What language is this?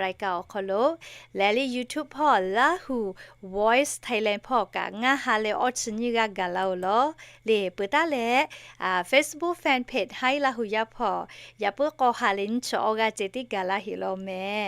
Lahu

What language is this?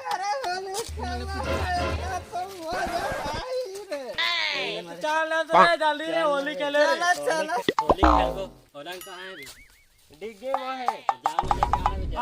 Chhattisgarhi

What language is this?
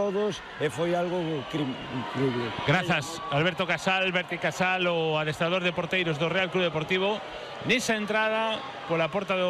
Galician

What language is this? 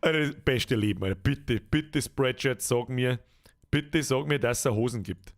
Bavarian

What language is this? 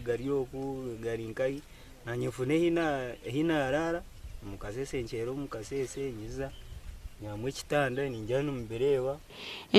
Nyankole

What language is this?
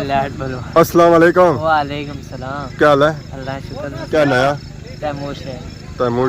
Pahari-Potwari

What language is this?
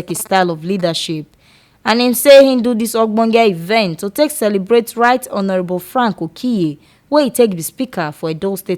Nigerian Pidgin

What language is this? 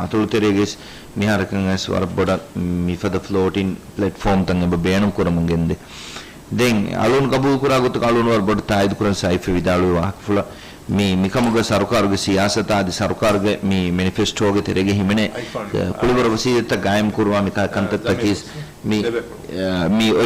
Divehi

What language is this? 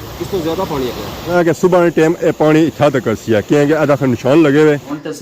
Pahari-Potwari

